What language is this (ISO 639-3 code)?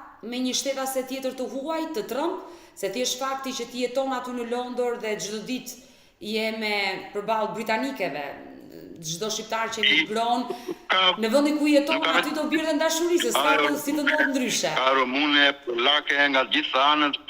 sqi